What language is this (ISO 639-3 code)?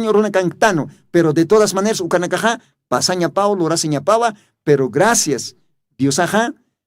aym